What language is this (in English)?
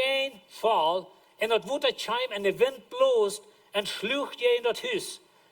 Plautdietsch